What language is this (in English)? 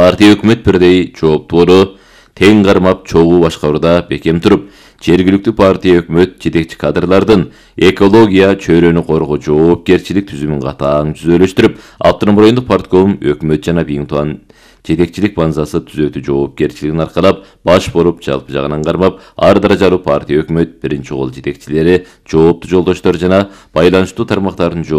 Kyrgyz